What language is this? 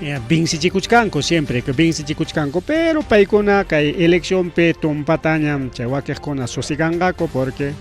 Ayacucho Quechua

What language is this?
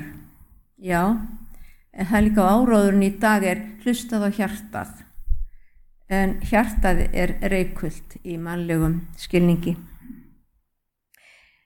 Icelandic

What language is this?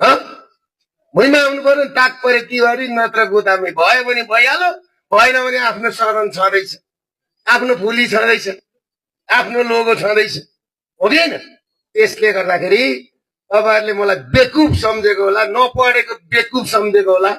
Nepali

